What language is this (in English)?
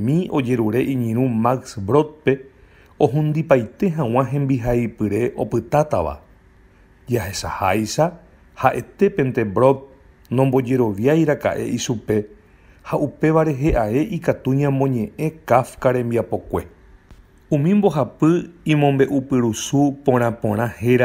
Guarani